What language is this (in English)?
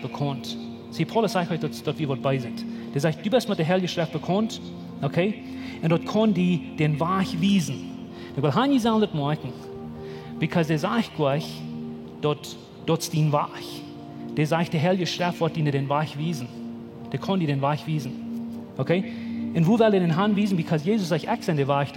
Plautdietsch